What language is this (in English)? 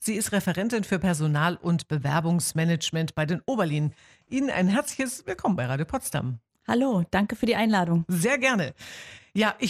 German